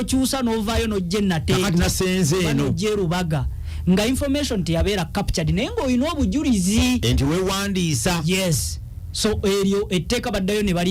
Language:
Ganda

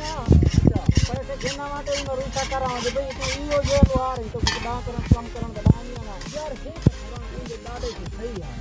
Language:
Saraiki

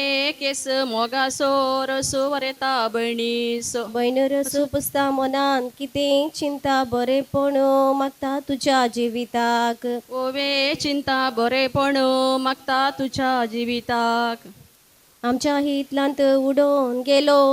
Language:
Konkani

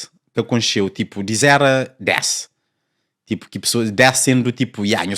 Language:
Kabuverdianu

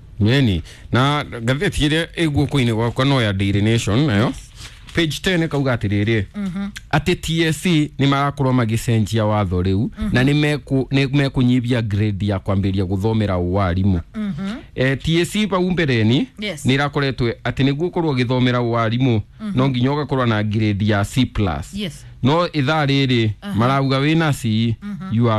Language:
Kikuyu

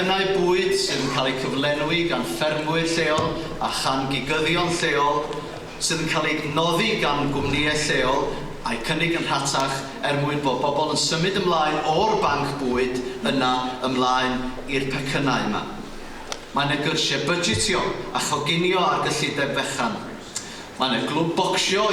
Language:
Welsh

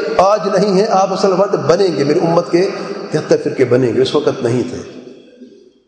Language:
Urdu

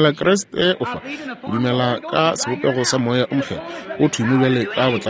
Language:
Northern Sotho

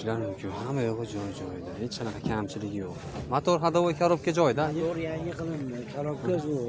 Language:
Uzbek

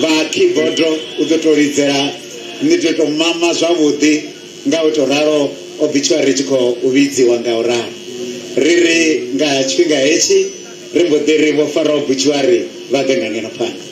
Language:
Venda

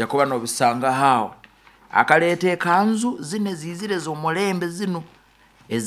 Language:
Nyoro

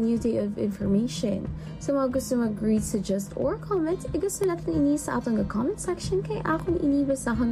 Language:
Hiligaynon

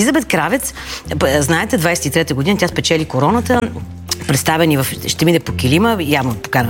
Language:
Bulgarian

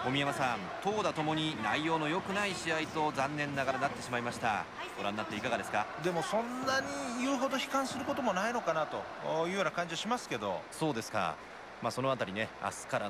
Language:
Japanese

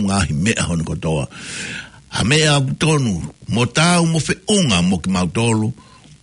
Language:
Tongan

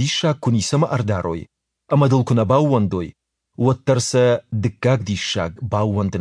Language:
Ossetic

